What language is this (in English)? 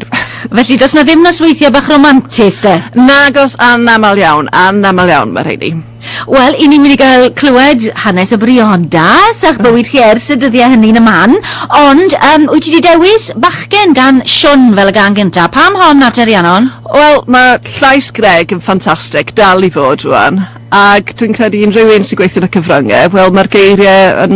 Welsh